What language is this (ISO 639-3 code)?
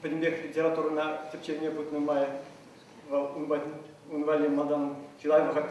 chv